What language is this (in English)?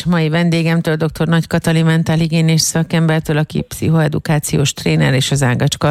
Hungarian